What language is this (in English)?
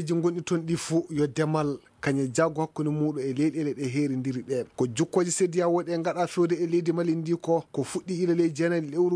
Fula